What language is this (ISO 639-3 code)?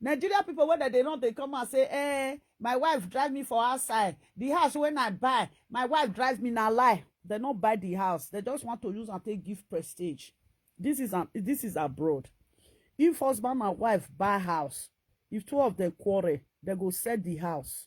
pcm